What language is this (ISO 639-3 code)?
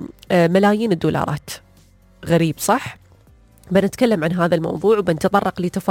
ars